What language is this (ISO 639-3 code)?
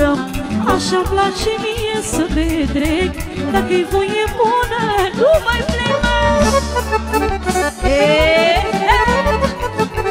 ron